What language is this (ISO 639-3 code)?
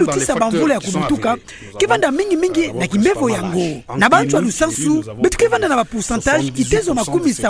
ktu